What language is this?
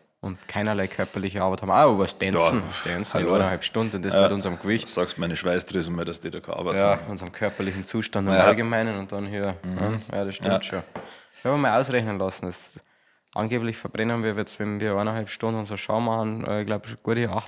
Bavarian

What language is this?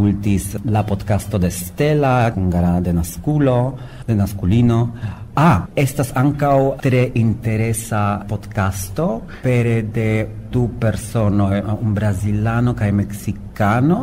Esperanto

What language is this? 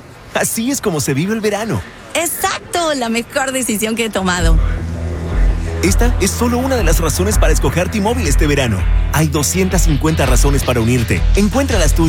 Spanish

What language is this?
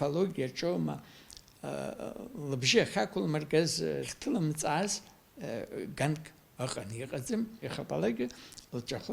Abkhazian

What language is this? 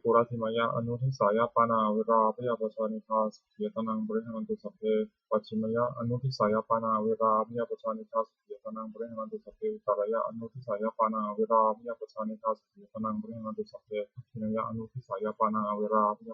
Pali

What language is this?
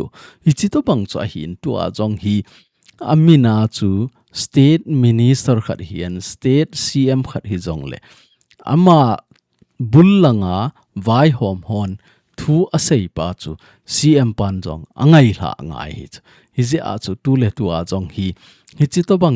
Thado Chin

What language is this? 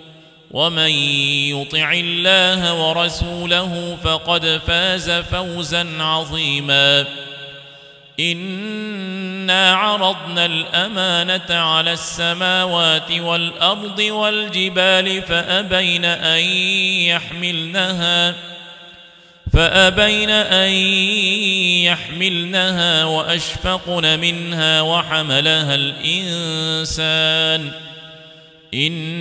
Arabic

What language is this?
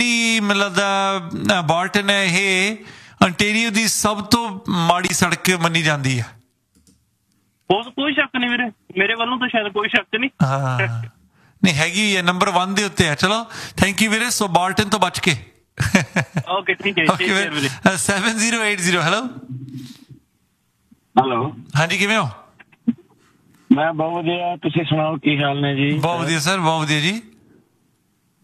Punjabi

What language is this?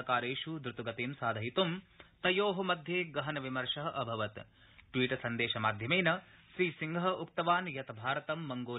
Sanskrit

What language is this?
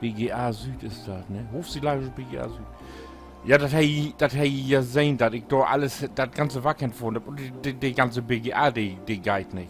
Low German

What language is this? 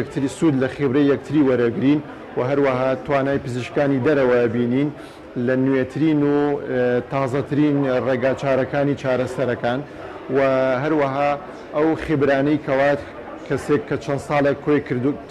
Central Kurdish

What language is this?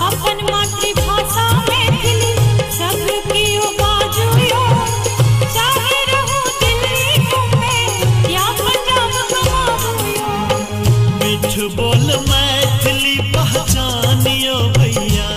Maithili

